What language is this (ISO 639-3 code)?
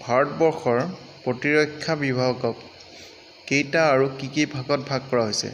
asm